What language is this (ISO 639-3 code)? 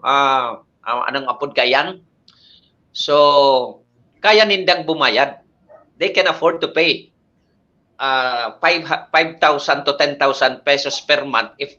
bik